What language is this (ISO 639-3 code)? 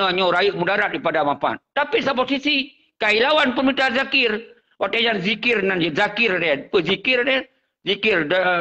ace